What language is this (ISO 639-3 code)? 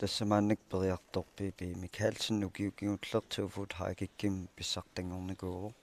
kal